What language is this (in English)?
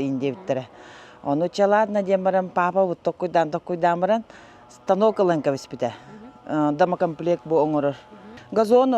Yakut